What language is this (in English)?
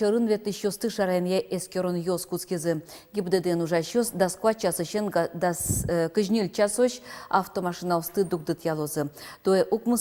Udmurt